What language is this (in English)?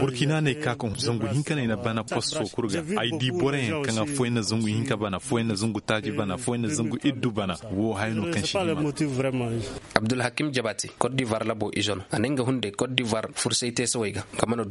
Zarma